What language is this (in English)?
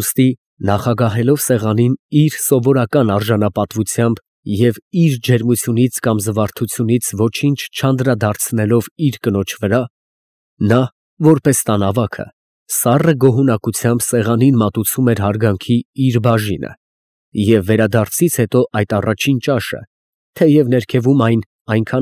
Armenian